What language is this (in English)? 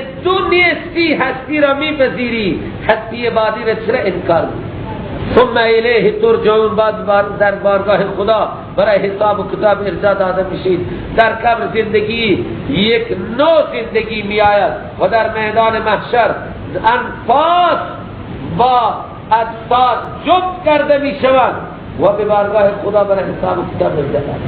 Persian